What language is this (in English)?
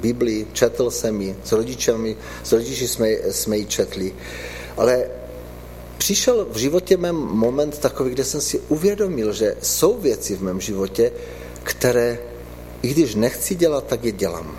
Czech